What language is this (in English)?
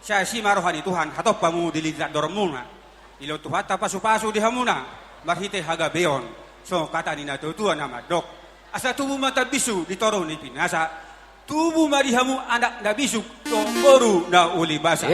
Batak Toba